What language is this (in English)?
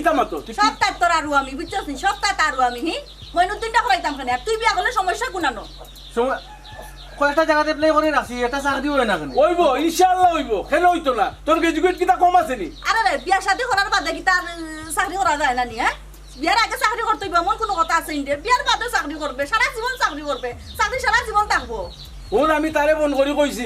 Sylheti